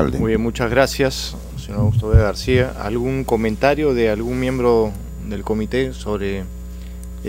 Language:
Spanish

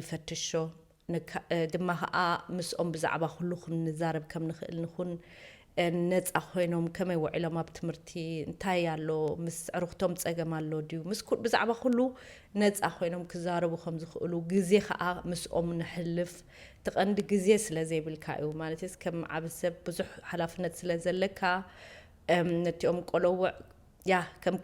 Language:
Tigrinya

